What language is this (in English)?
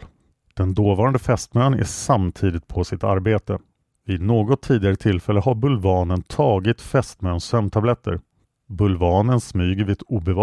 Swedish